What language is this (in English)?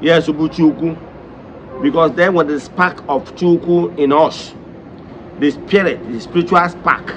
Igbo